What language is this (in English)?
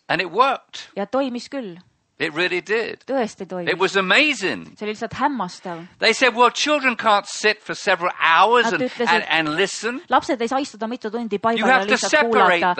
Estonian